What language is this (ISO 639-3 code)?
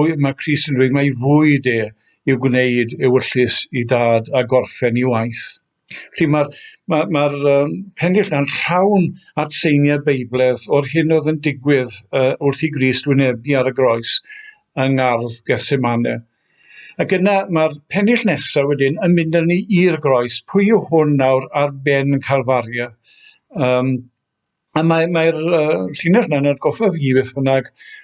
cym